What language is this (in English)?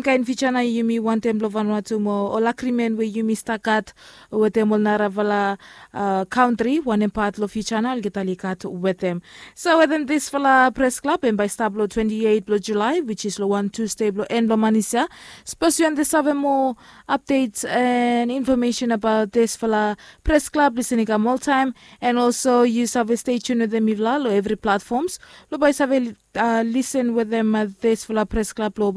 Bislama